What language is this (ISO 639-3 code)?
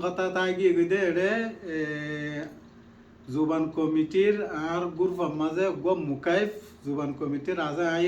rhg